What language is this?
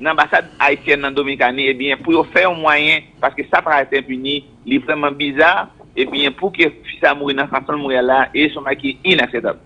Haitian Creole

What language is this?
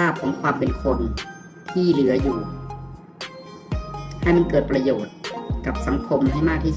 Thai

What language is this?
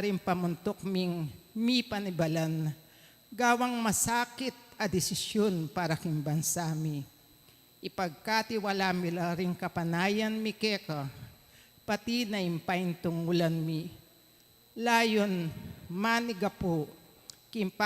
Pampanga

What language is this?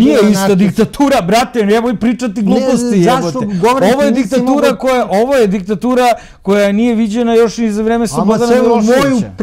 Serbian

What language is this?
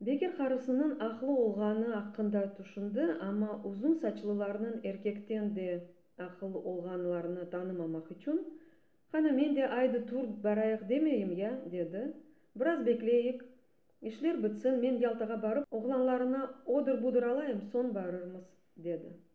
Crimean Tatar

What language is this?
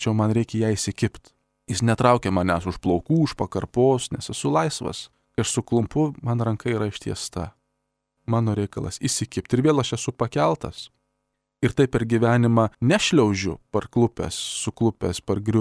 Lithuanian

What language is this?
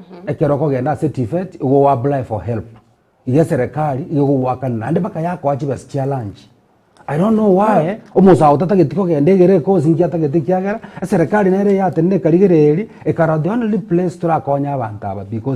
Gusii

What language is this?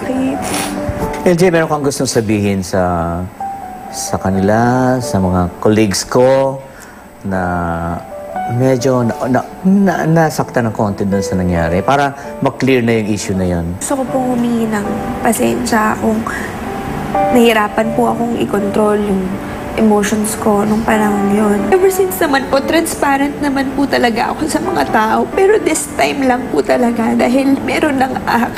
Filipino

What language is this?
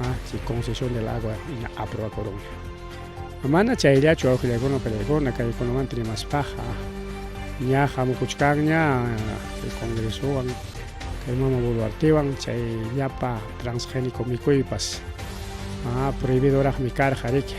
Ayacucho Quechua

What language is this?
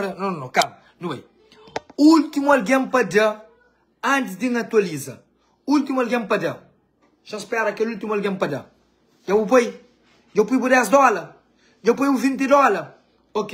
Kabuverdianu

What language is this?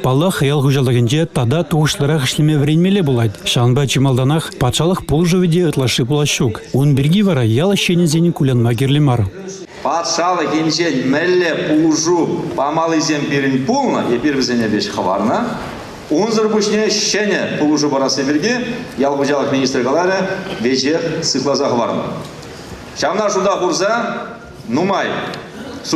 Chuvash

